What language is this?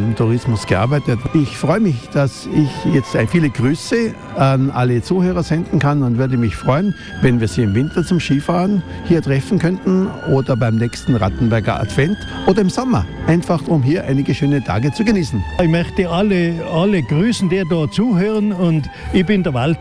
German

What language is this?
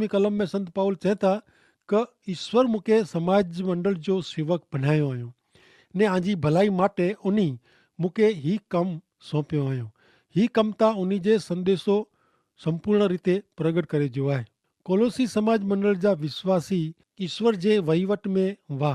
Kachhi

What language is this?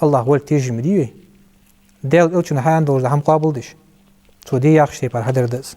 Ingush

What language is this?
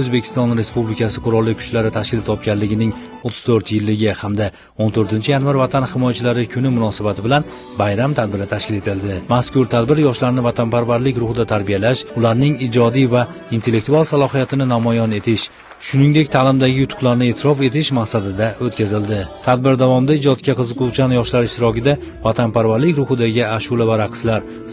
Uzbek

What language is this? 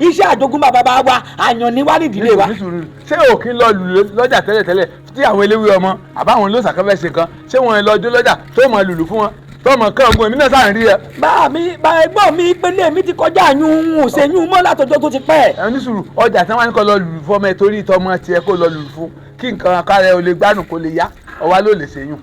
Yoruba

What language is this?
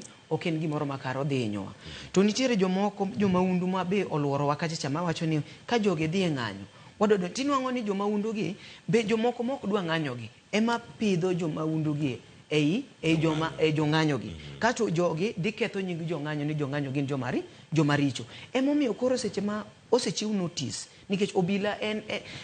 Luo (Kenya and Tanzania)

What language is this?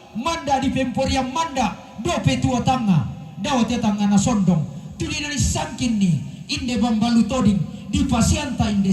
Toraja-Sa'dan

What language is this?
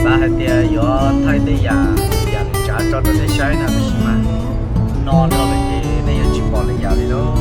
Hmong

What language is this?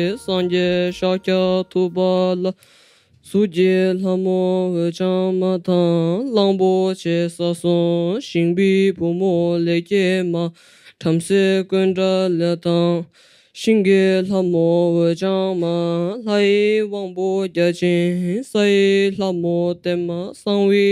Tibetan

